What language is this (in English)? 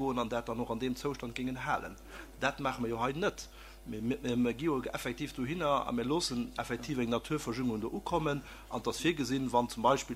Luxembourgish